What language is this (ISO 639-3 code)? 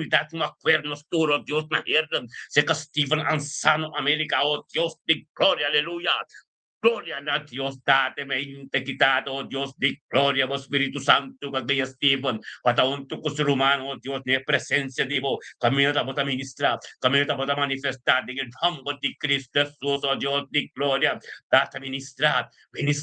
pap